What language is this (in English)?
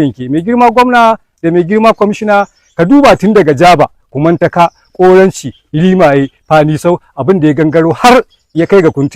Hausa